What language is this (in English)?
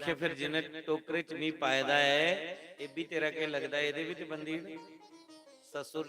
Dogri